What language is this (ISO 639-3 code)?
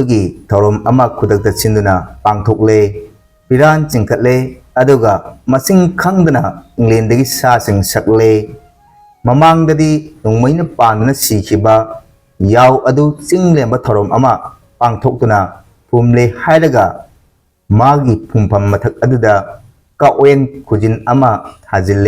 mni